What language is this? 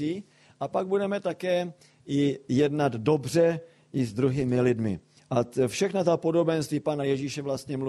Czech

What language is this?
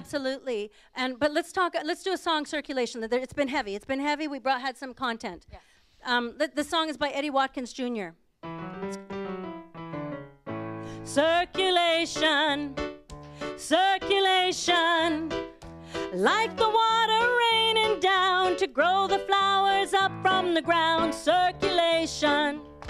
English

